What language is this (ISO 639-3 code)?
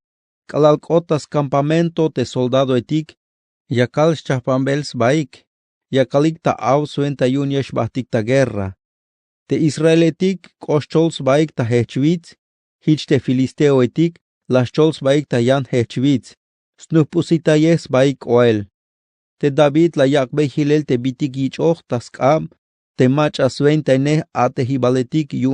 tzh